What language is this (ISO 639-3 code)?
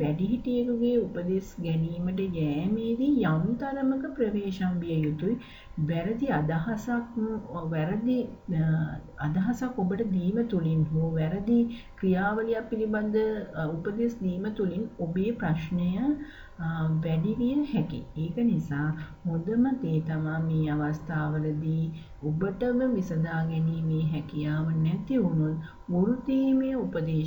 sin